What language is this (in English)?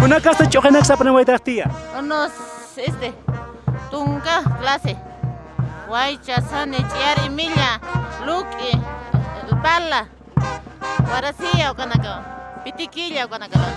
Aymara